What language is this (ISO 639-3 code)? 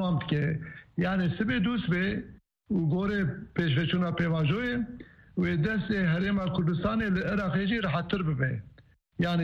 kur